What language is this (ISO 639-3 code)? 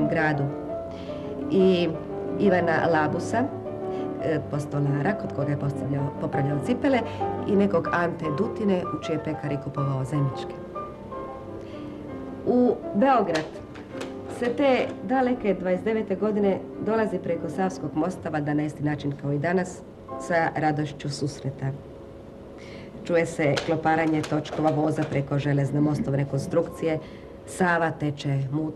srp